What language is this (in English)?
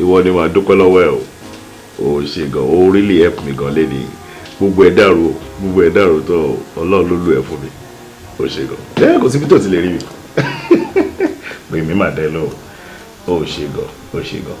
Yoruba